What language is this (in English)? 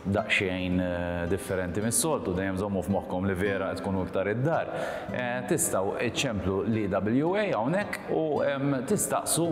Maltese